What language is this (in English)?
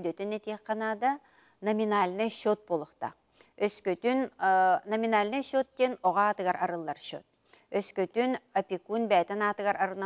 Yakut